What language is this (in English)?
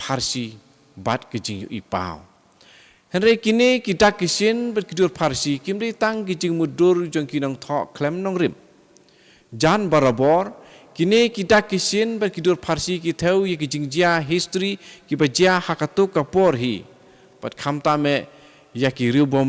Khasi